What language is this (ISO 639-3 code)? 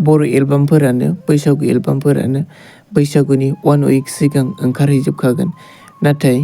brx